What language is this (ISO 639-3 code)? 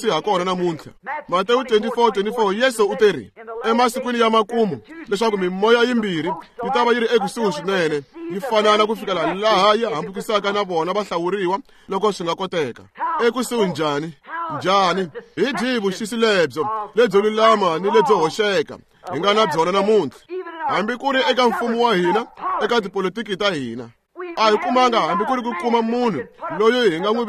tso